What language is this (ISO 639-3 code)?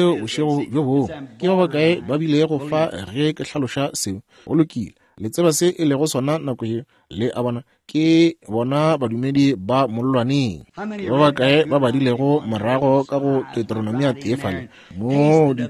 nso